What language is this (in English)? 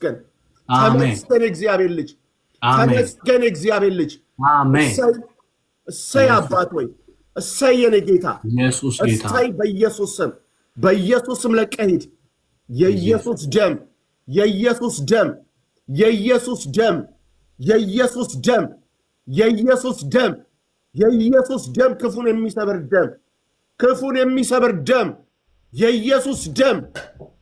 Amharic